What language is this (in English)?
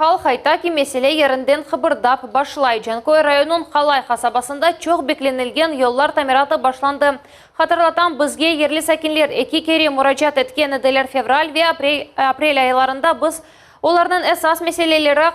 Crimean Tatar